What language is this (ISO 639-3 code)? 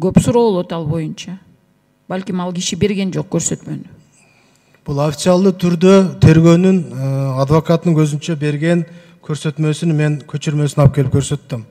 kir